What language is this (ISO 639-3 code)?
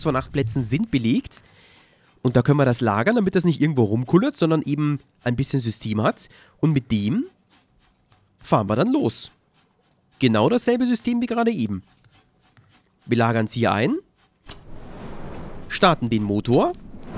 deu